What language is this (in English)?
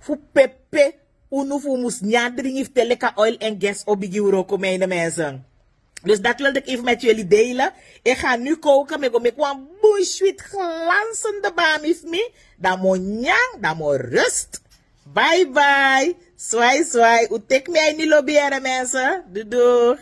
Sranan Tongo